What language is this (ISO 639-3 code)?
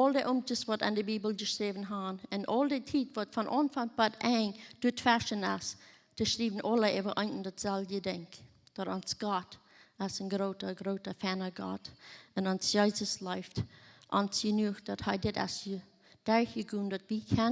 pdt